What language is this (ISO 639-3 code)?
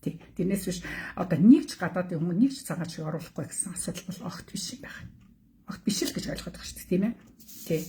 mon